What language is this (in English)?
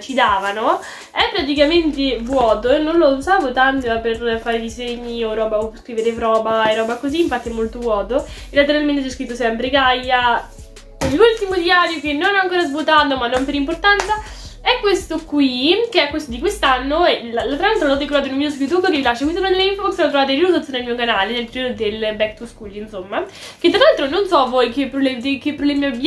Italian